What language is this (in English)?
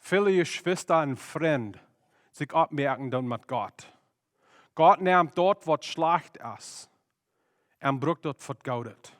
Plautdietsch